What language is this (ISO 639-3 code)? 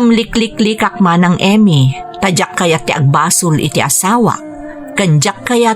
ilo